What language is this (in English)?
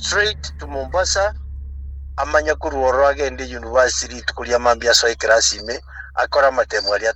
Gusii